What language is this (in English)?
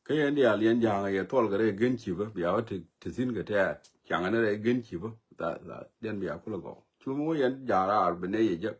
Nuer